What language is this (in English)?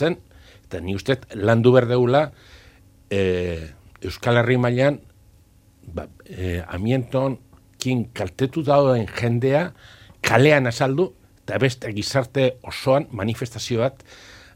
Basque